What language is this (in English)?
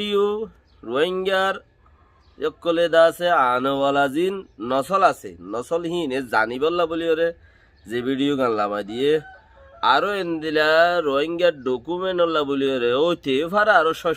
Rohingya